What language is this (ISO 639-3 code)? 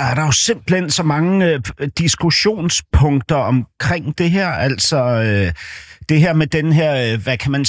dan